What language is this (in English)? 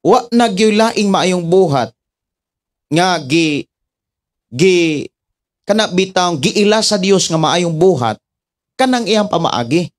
Cebuano